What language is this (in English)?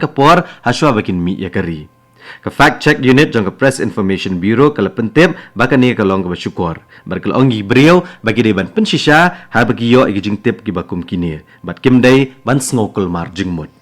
Khasi